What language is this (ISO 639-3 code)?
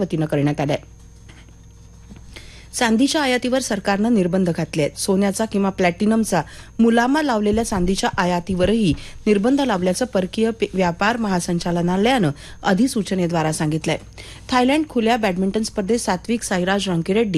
mar